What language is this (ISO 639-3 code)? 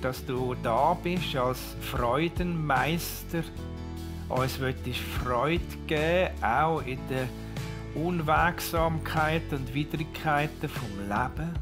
gsw